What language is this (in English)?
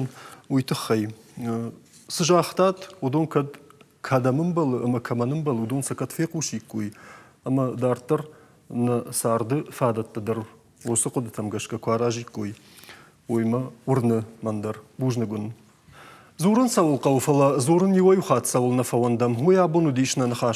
Ossetic